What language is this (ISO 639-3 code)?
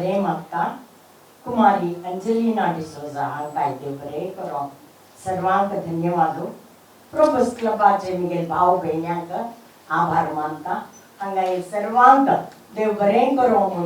kok